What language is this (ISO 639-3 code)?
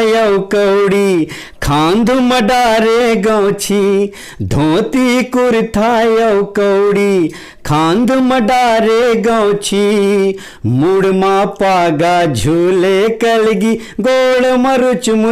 hne